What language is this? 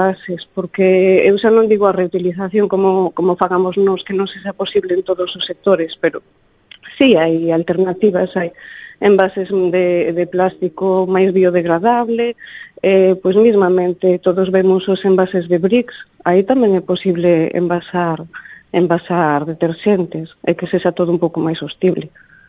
Galician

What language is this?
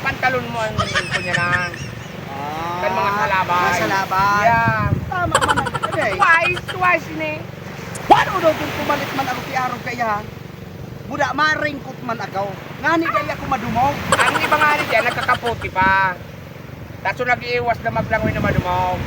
Bikol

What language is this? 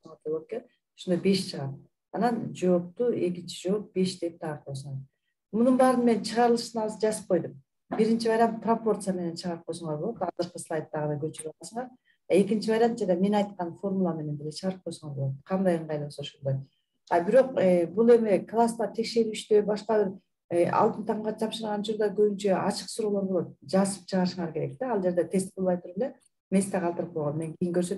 Kyrgyz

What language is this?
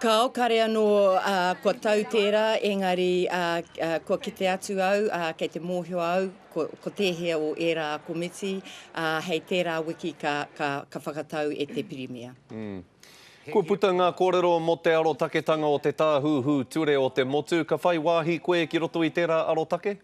Māori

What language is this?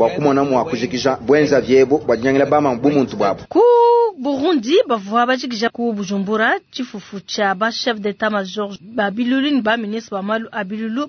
Luba-Lulua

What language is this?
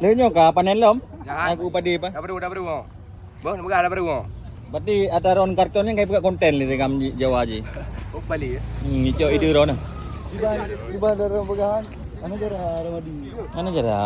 Achinese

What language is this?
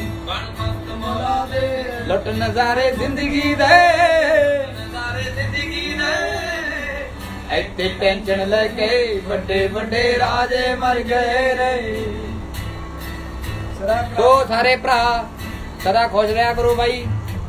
Punjabi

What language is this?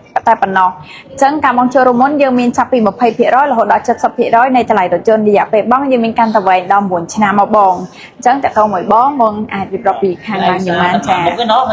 Khmer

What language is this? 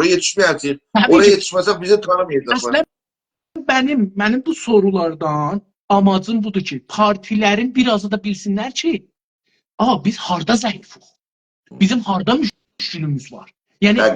South Azerbaijani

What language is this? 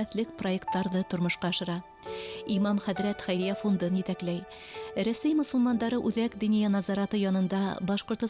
Bashkir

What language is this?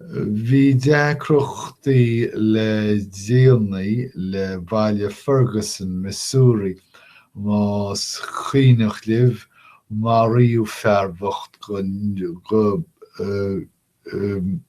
Irish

